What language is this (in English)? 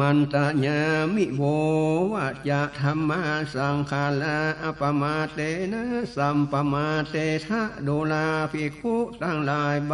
Northern Thai